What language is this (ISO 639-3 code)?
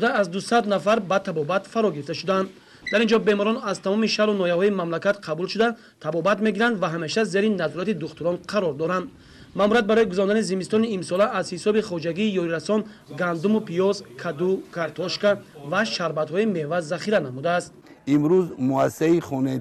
tgk